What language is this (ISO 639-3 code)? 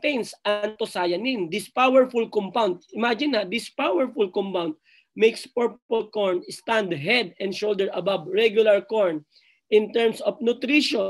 fil